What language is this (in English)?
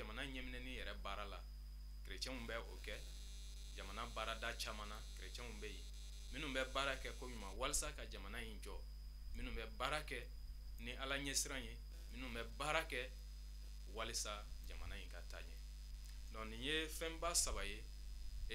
Bambara